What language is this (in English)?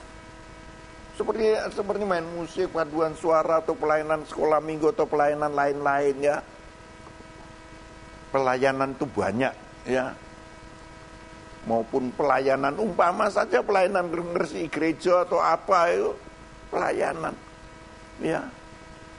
Indonesian